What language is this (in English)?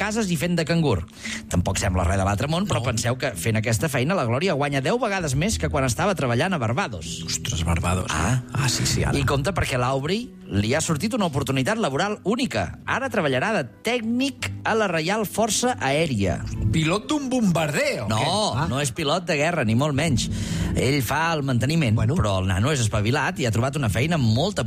Catalan